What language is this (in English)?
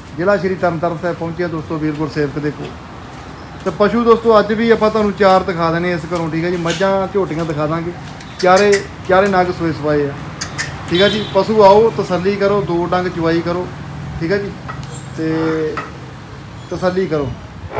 Punjabi